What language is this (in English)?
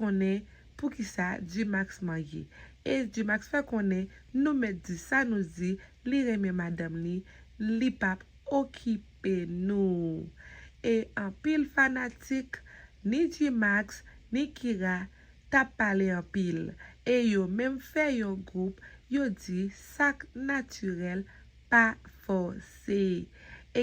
Haitian Creole